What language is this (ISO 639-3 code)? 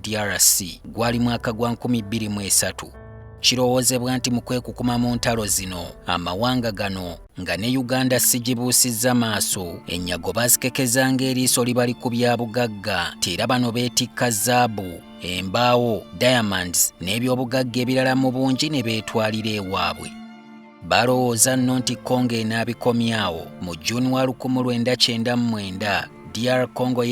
lug